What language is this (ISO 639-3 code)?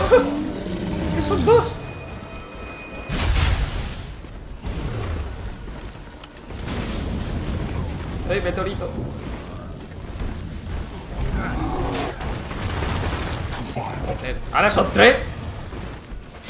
spa